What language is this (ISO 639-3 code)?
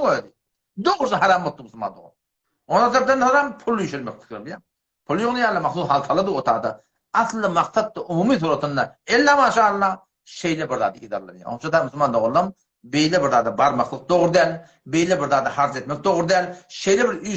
tuk